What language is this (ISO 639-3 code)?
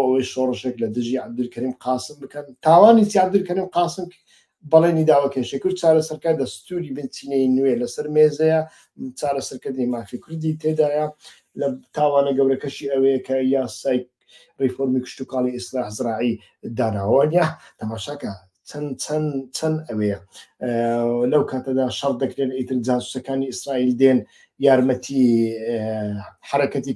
ckb